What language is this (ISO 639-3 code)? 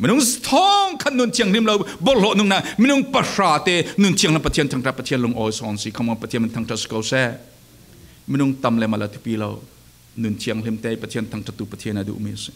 cfm